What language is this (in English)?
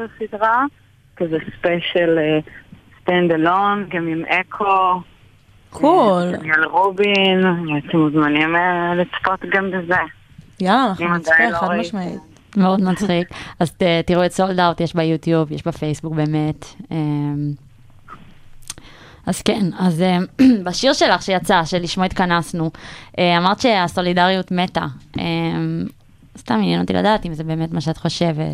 Hebrew